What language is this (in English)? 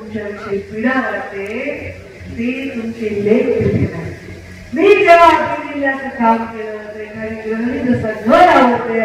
Marathi